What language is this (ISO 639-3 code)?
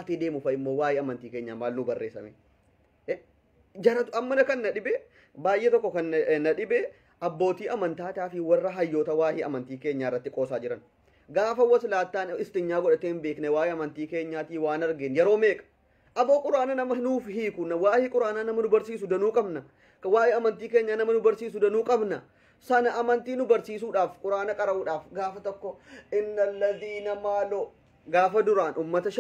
orm